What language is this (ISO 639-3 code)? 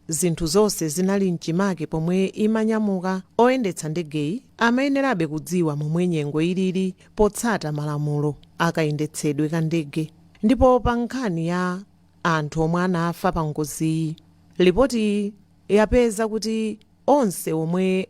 nya